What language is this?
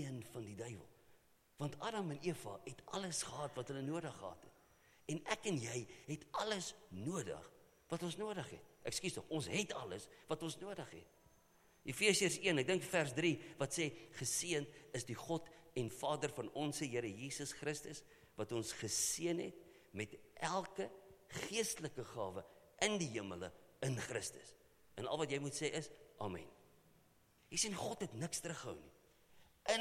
Afrikaans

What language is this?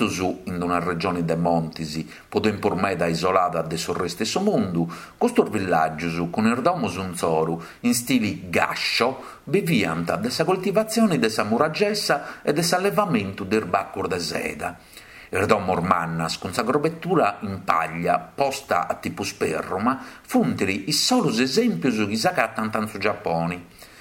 Sardinian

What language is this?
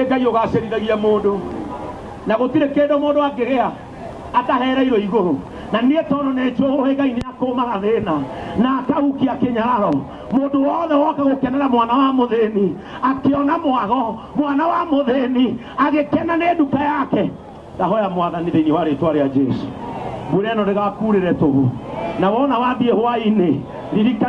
Kikuyu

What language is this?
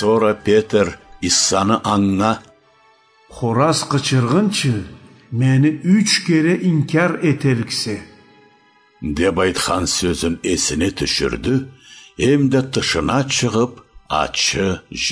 Karachay-Balkar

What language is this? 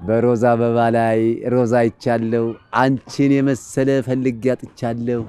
Amharic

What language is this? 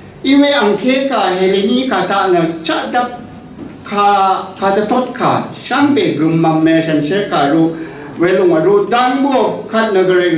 Rawang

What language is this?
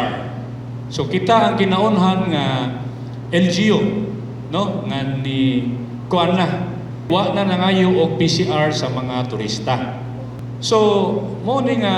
Cebuano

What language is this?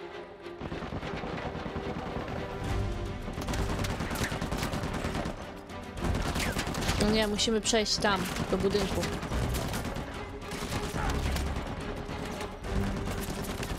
Polish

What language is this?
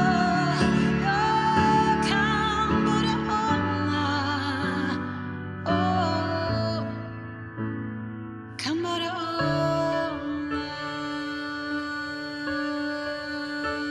Swedish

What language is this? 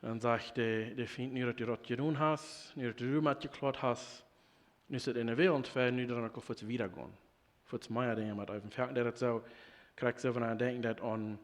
Plautdietsch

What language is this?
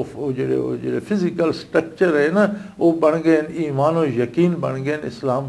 Western Panjabi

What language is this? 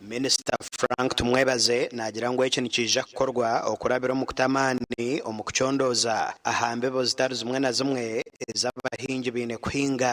Nyankole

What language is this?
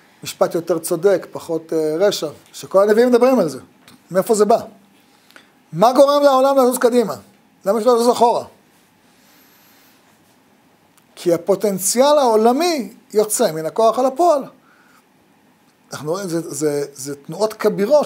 Hebrew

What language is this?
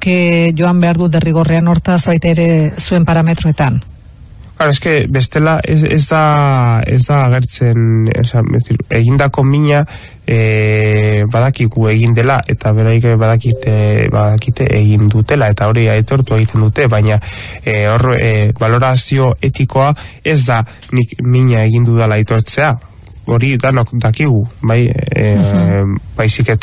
Basque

